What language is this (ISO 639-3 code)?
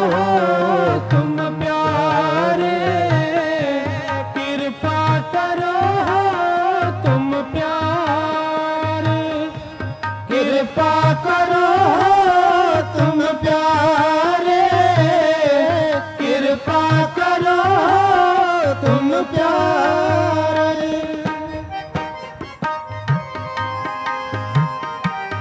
pan